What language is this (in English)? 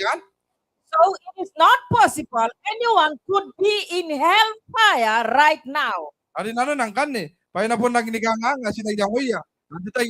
Gilbertese